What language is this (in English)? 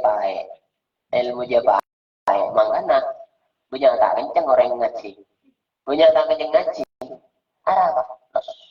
Madurese